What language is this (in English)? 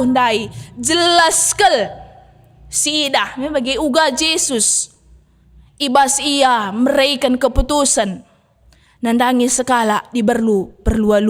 Batak Karo